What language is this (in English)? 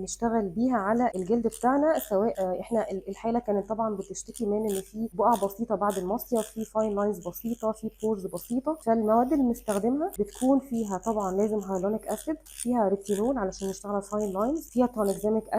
Egyptian Arabic